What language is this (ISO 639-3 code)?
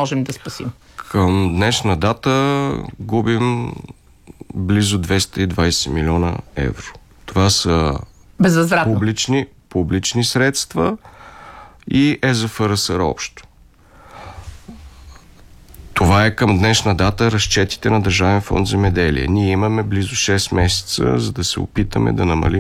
bul